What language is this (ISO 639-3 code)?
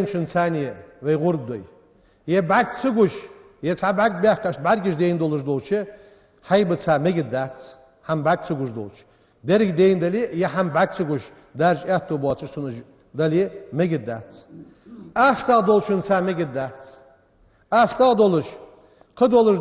inh